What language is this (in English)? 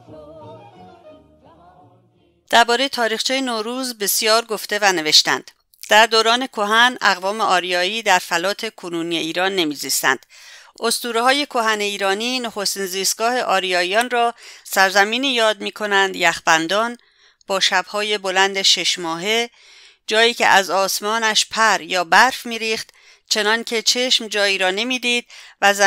Persian